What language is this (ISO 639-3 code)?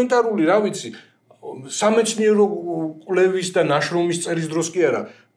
kat